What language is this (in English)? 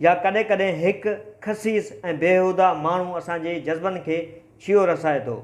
Sindhi